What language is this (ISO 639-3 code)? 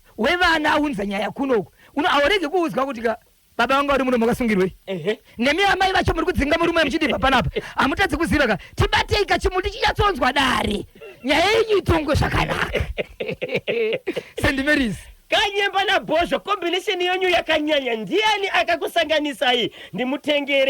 sna